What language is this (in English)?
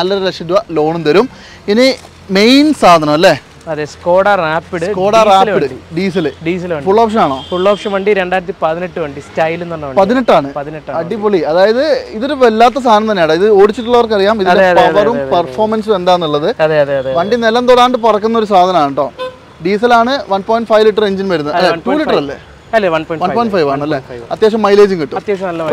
Malayalam